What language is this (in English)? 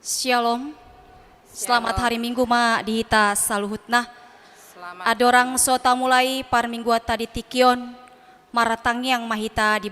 Batak Toba